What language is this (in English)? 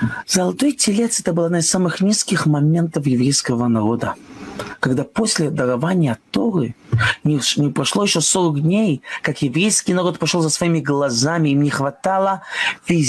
Russian